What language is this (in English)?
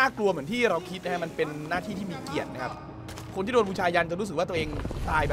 Thai